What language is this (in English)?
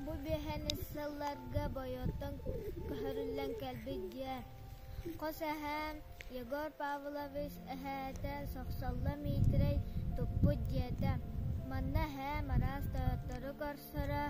Yakut